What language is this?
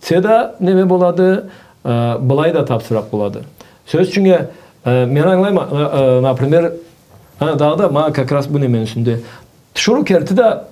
Karachay-Balkar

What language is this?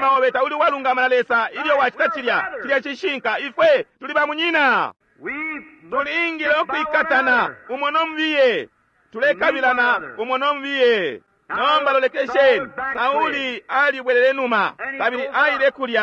Bemba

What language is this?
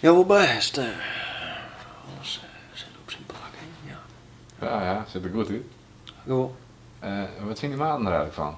Western Frisian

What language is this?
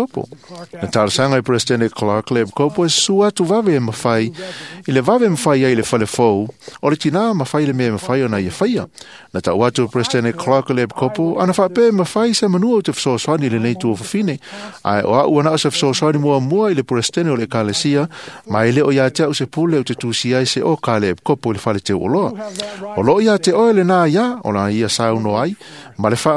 Samoan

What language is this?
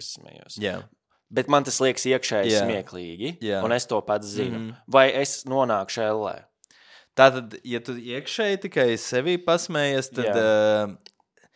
Latvian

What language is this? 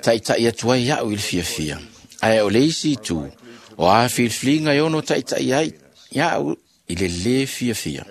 Samoan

